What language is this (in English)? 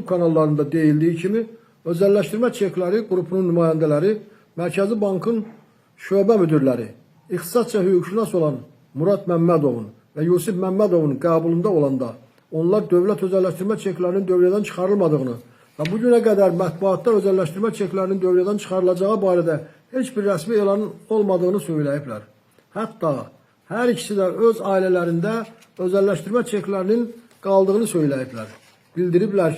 Azerbaijani